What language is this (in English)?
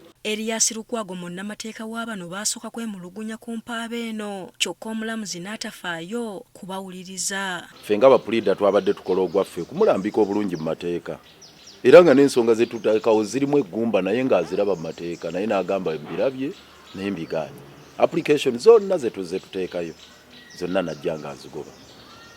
Ganda